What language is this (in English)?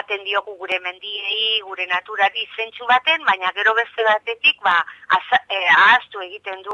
Basque